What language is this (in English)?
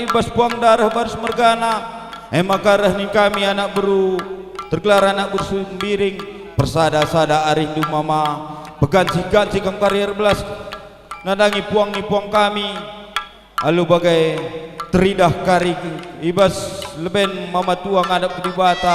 Batak Karo